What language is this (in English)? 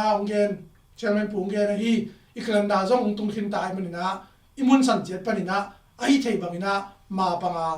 Tedim Chin